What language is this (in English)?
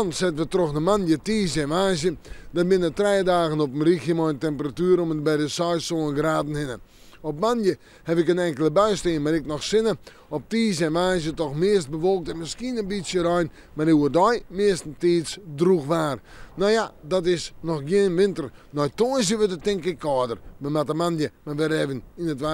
Western Frisian